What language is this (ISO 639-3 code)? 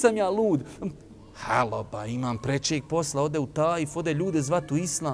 bos